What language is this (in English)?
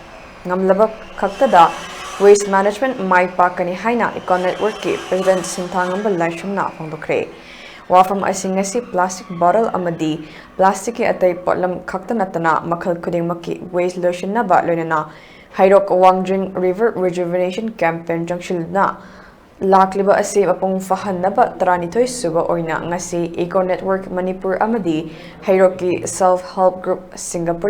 Manipuri